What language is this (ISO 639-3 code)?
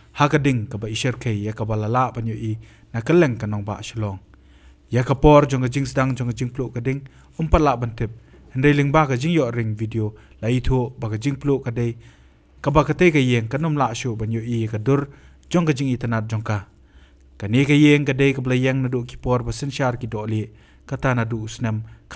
kha